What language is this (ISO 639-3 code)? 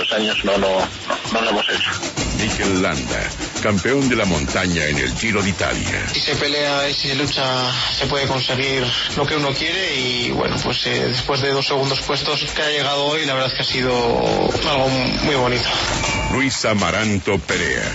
spa